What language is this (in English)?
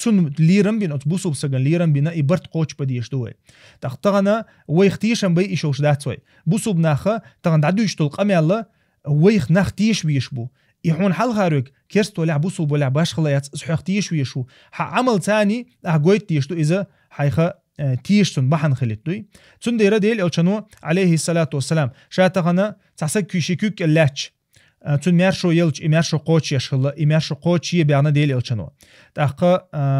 Chechen